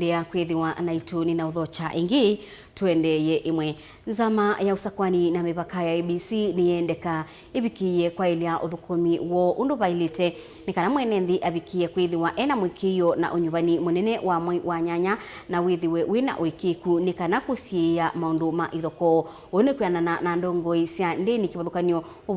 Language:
Kamba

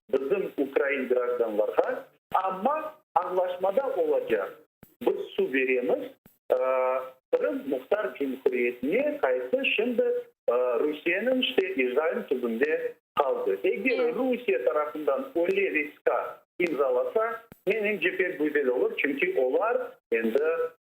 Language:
Crimean Tatar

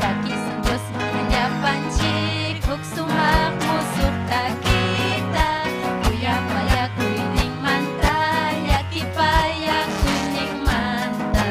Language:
Ayacucho Quechua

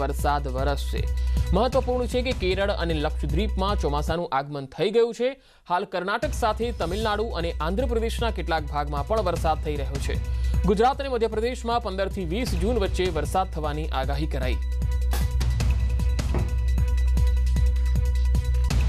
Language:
Gujarati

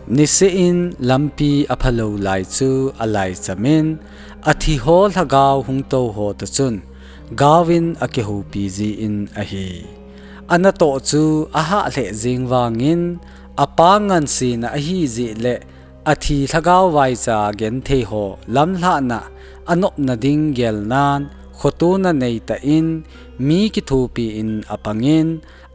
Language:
Thado Chin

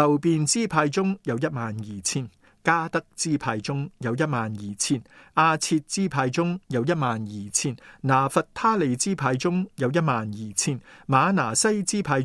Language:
Cantonese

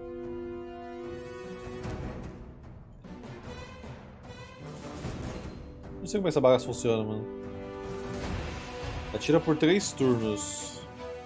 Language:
Portuguese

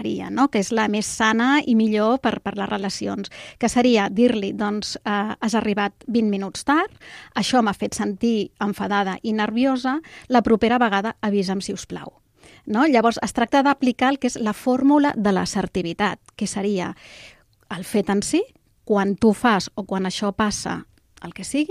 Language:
Catalan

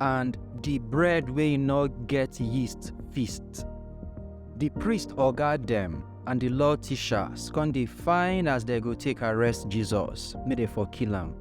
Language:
Nigerian Pidgin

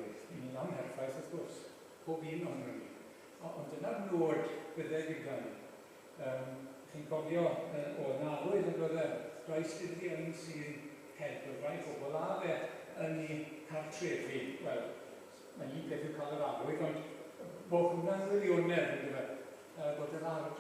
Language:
Welsh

